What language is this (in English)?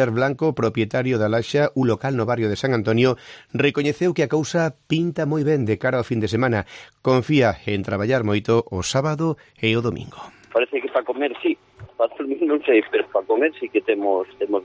Galician